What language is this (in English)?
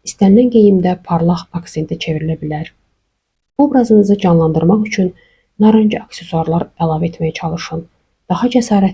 Azerbaijani